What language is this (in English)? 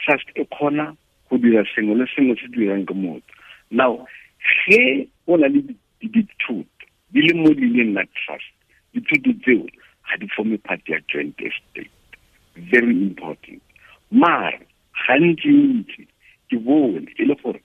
Tswana